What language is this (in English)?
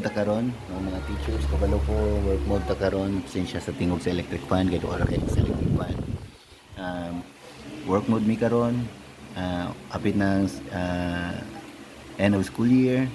Cebuano